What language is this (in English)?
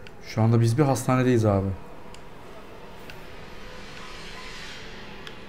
Turkish